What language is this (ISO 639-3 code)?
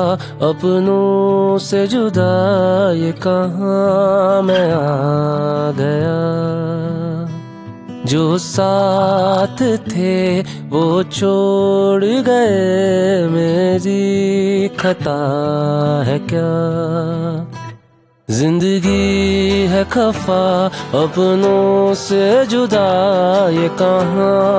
hin